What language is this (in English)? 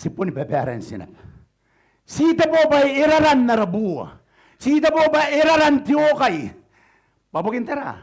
Gilbertese